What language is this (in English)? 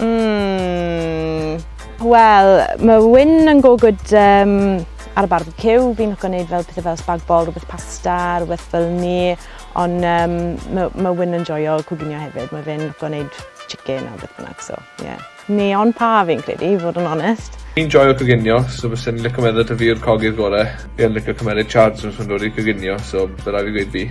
Welsh